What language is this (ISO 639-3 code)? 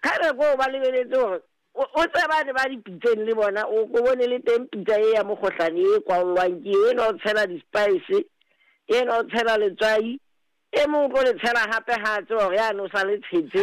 sot